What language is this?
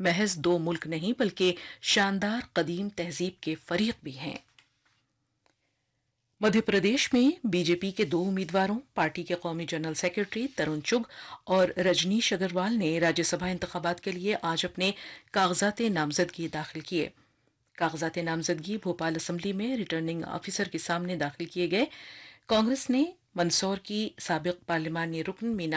Urdu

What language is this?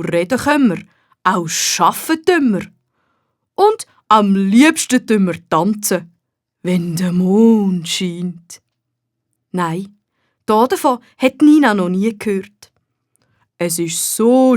Swiss German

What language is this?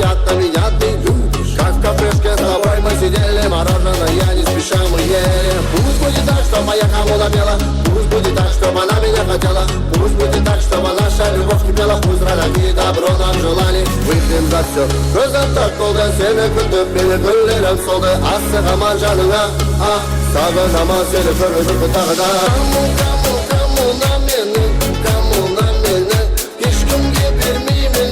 Kara-Kalpak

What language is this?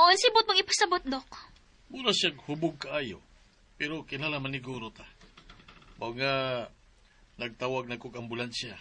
Cebuano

